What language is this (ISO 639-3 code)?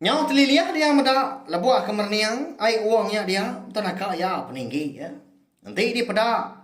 iba